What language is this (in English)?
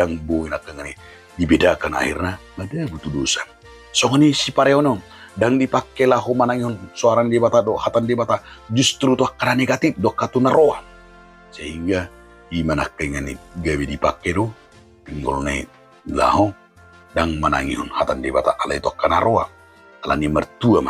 Batak Toba